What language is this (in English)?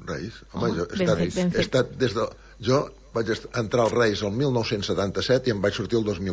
Catalan